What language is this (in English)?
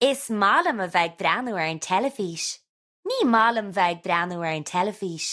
Irish